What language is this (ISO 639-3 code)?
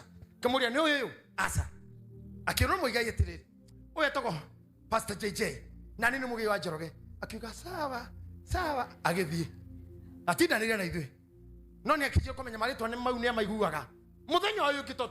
kik